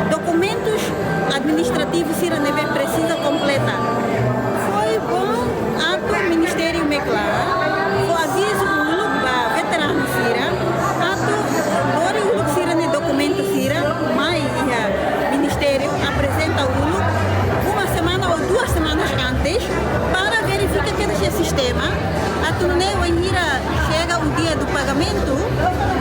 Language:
Tetum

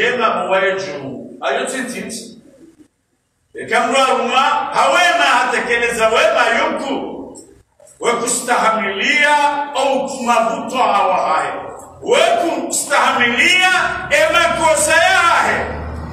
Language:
Swahili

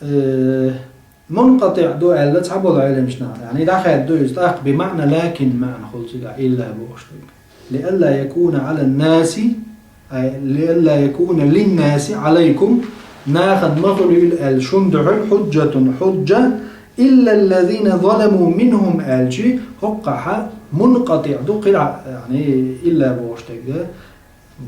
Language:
Chechen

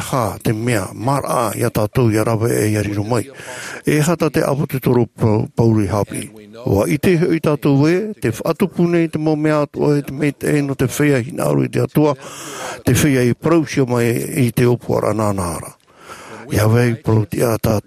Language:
Tahitian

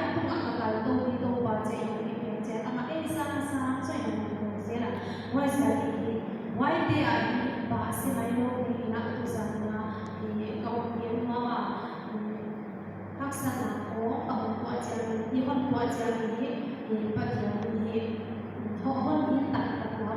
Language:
Paite Chin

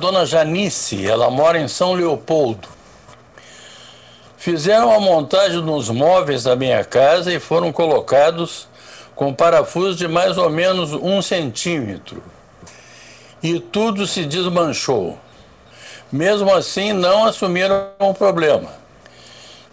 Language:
Portuguese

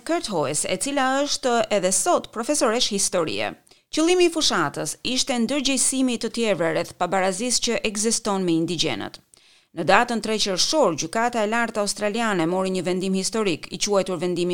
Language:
Albanian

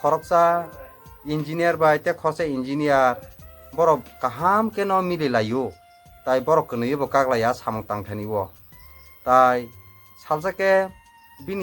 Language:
Kok Borok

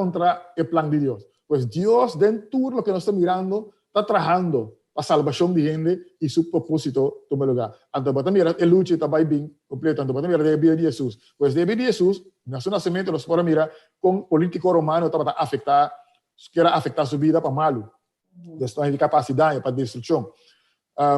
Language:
Papiamento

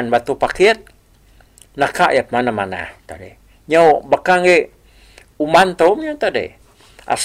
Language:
Iban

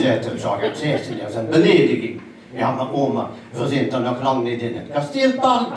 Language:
Limburgish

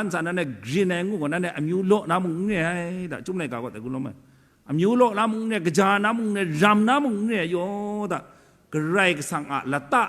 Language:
Kachin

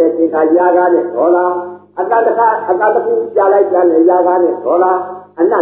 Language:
Burmese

